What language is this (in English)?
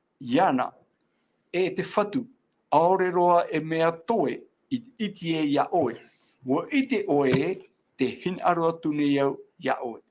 Tahitian